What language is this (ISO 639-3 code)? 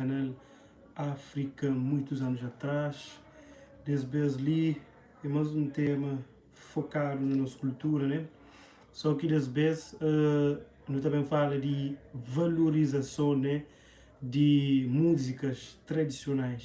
kea